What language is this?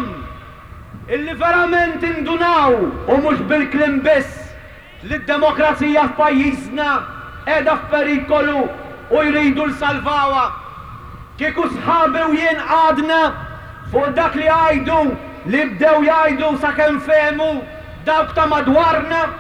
Maltese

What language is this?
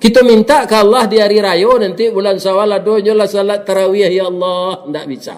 Minangkabau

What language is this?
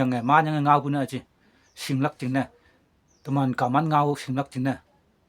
Konyak Naga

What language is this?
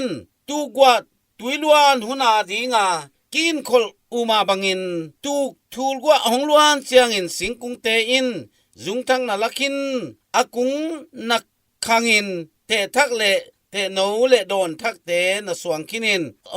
Tedim Chin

